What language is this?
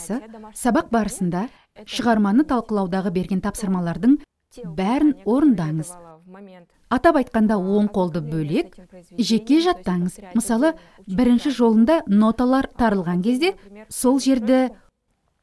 Kazakh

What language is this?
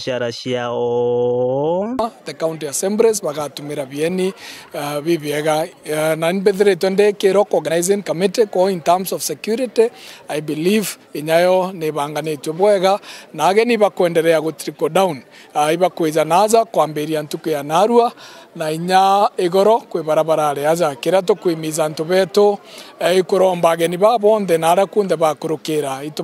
Meru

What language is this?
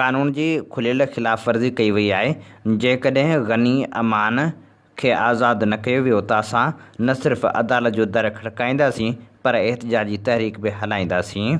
Sindhi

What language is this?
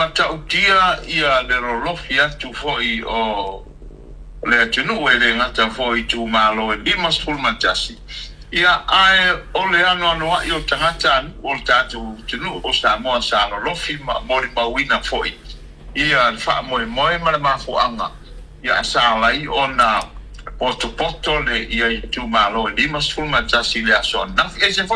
Samoan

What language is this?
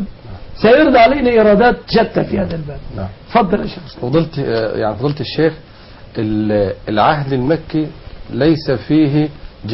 Arabic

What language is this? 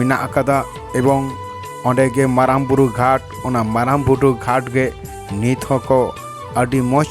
Santali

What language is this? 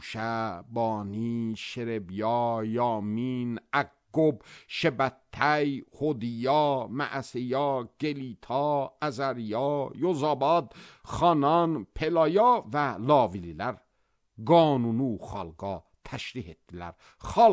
Azerbaijani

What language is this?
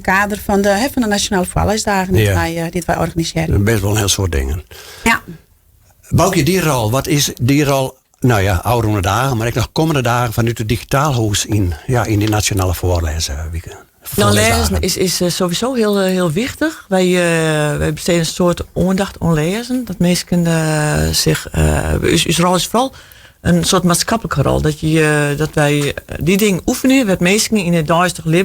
Western Frisian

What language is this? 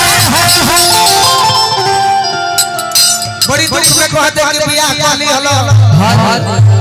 Bhojpuri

